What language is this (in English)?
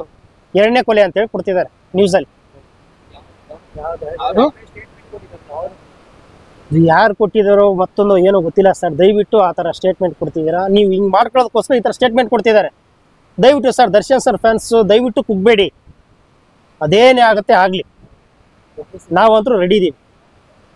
Kannada